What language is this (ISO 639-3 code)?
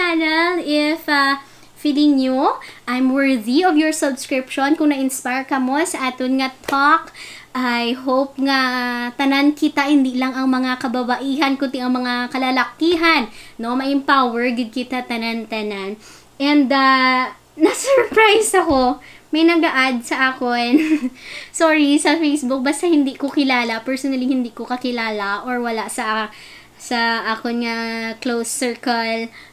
hil